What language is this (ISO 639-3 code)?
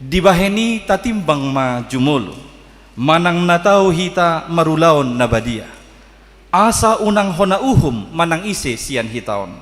bbc